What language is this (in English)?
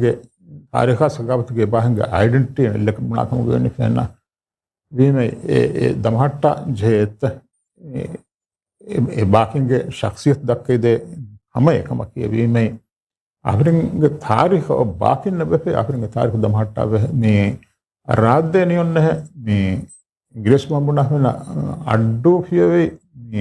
Divehi